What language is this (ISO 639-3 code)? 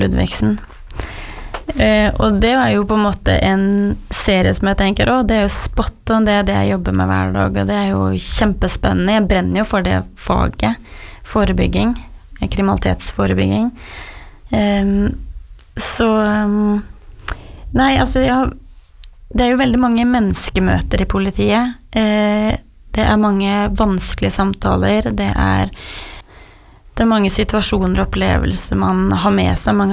nor